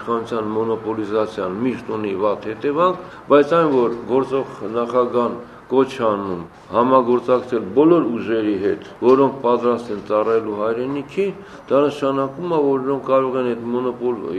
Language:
Armenian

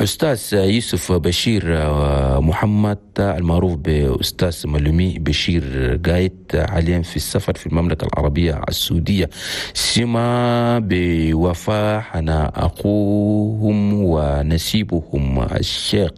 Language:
Chadian Arabic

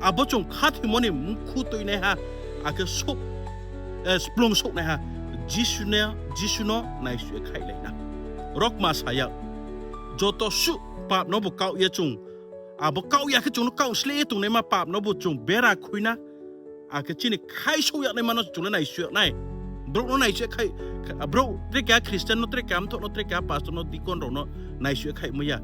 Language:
Riang (India)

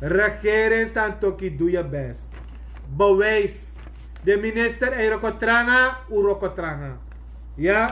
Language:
Sranan Tongo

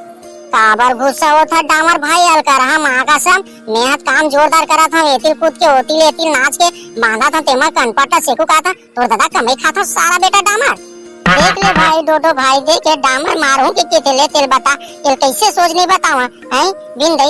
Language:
Chhattisgarhi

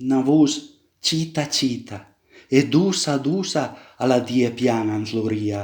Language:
Piedmontese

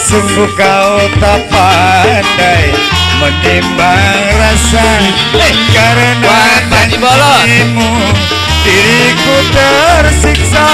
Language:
Betawi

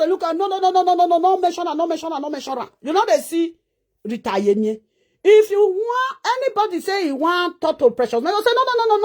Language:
Nigerian Pidgin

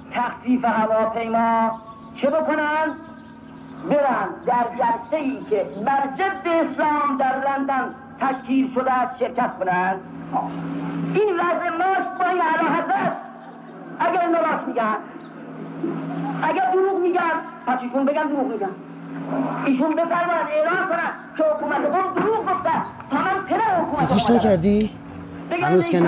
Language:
Persian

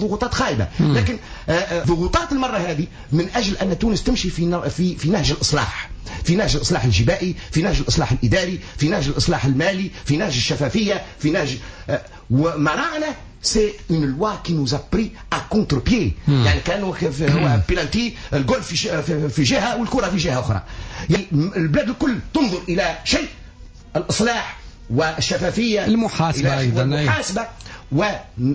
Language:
Tunisian Arabic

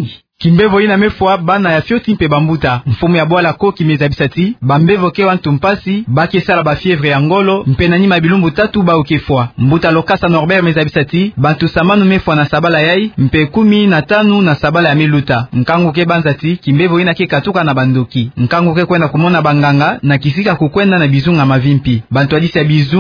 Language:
Kituba (Democratic Republic of Congo)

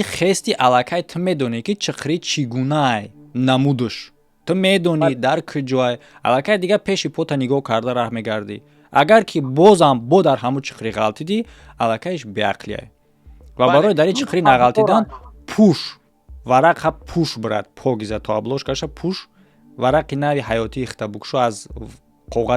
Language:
Tajik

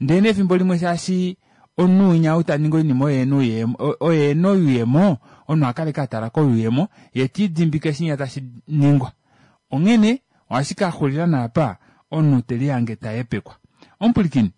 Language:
Kuanyama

